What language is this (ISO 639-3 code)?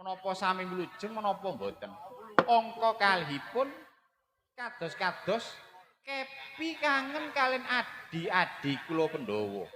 jav